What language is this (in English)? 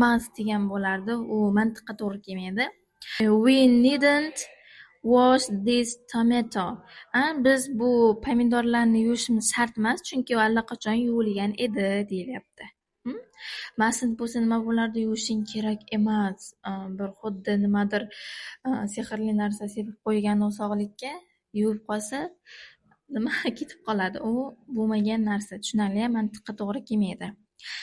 Uzbek